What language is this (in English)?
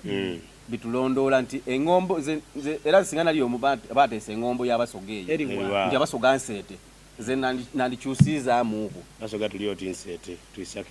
Soga